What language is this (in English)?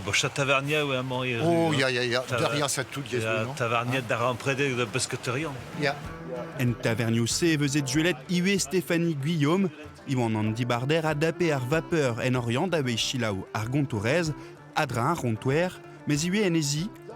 Breton